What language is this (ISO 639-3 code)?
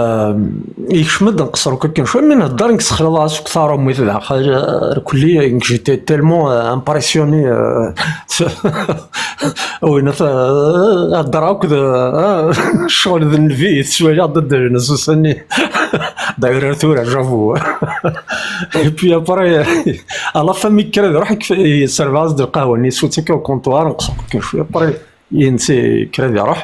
kab